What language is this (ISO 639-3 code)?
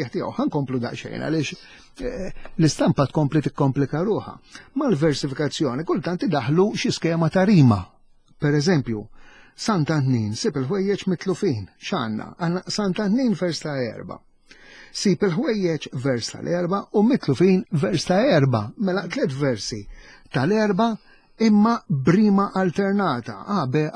mlt